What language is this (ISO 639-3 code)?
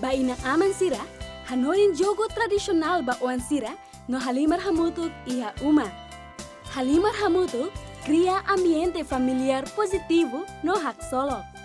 tet